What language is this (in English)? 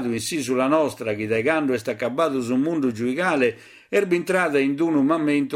Sardinian